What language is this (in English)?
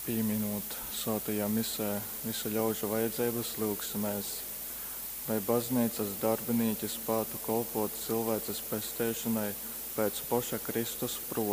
Latgalian